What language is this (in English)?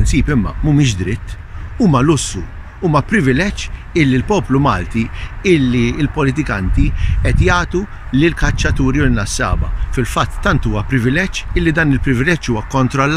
Maltese